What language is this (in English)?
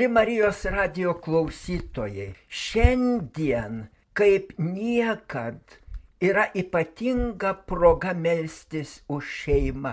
Lithuanian